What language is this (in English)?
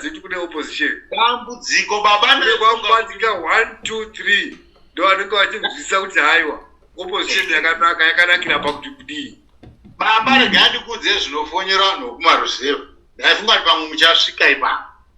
Shona